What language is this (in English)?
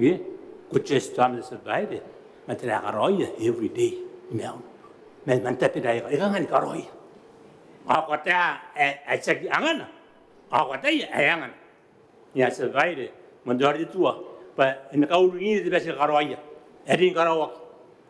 Gilbertese